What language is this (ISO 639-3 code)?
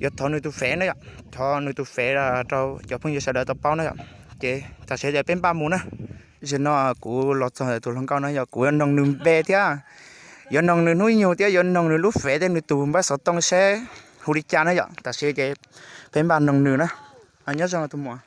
hmn